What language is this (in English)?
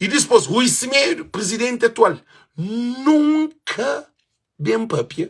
Kabuverdianu